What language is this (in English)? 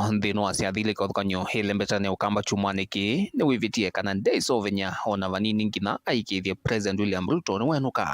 Kamba